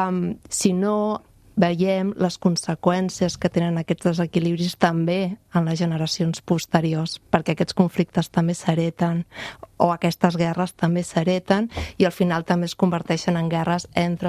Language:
Catalan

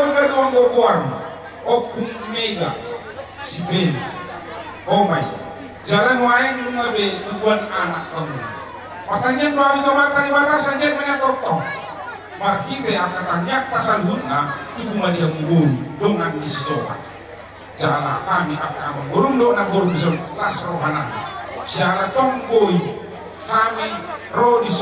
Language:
Batak Toba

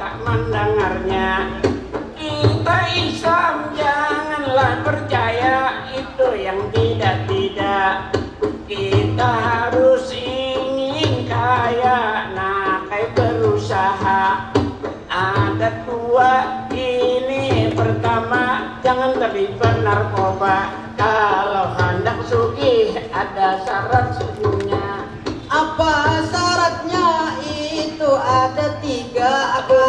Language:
Banjar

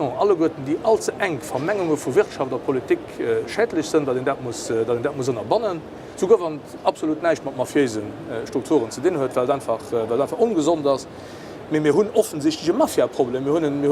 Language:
Luxembourgish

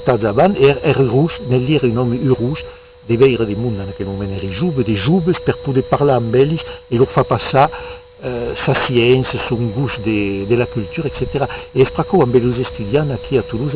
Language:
Occitan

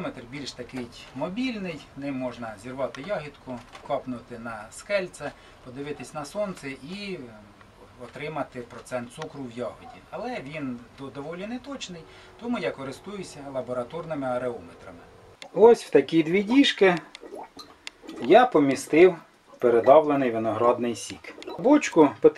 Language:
Ukrainian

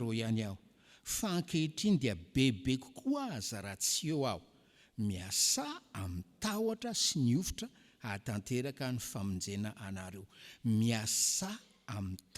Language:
Malagasy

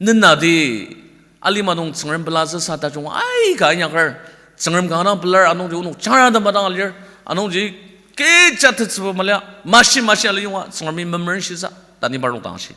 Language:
Ao Naga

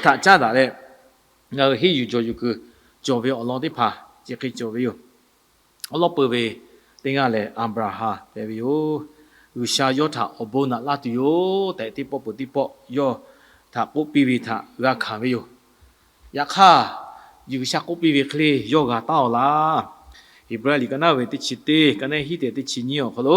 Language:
Lahu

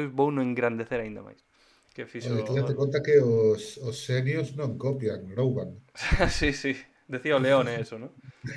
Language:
Galician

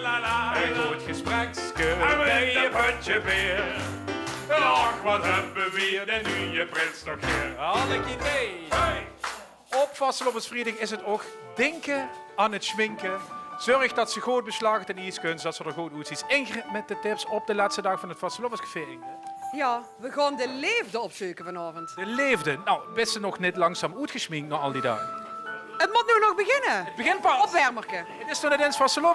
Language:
Limburgish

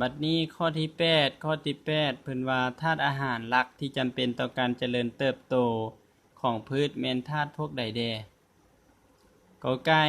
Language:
Lao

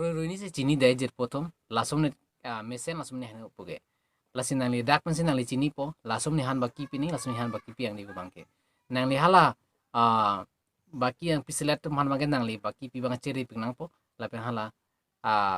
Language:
Karbi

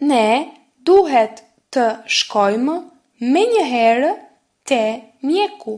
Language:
Albanian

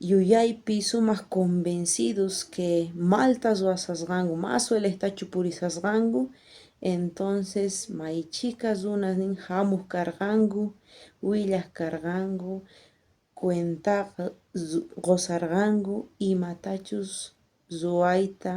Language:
South Bolivian Quechua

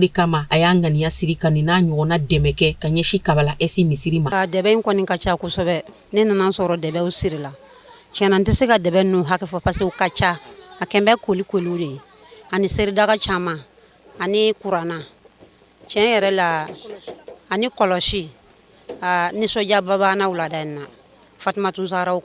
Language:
Bambara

